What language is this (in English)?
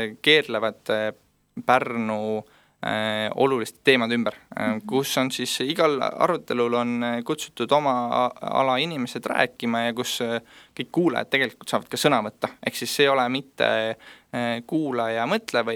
Estonian